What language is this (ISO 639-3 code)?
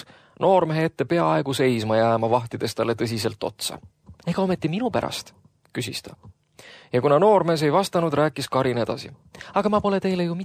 est